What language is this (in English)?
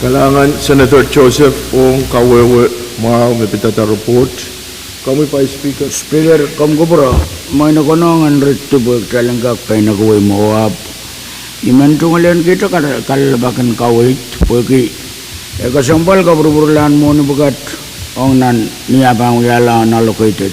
Pohnpeian